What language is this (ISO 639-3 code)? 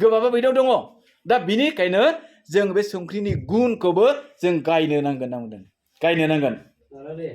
brx